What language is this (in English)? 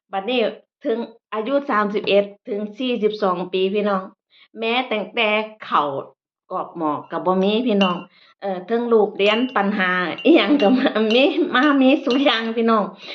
Northeastern Thai